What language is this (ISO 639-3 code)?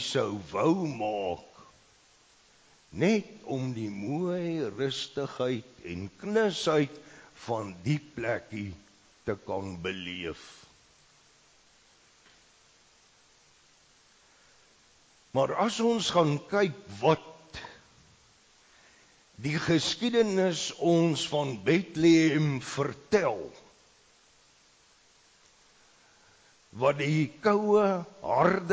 afr